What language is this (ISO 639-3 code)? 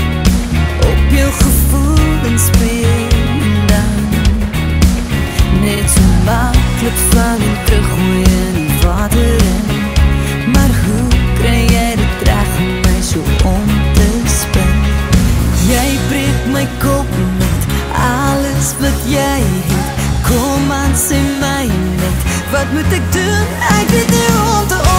afr